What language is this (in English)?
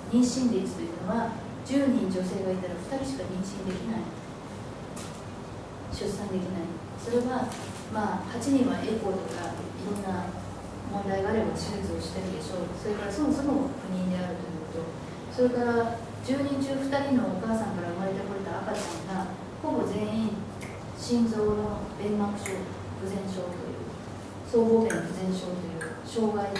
Japanese